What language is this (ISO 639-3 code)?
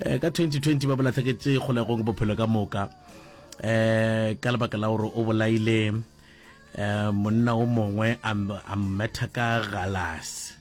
nso